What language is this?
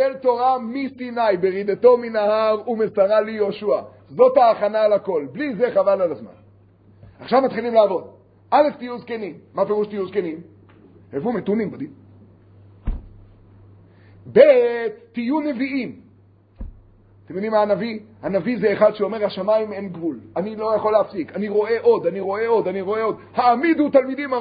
Hebrew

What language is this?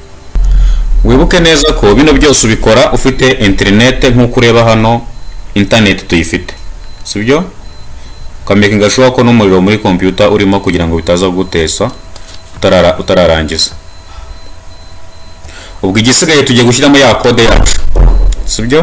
Kinyarwanda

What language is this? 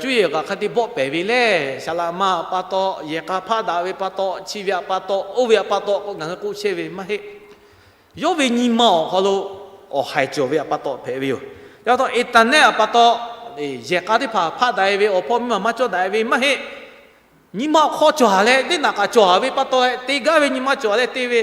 Lahu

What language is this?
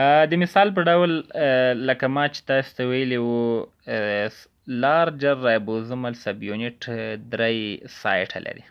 Pashto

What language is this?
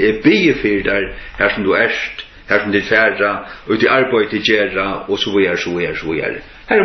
Faroese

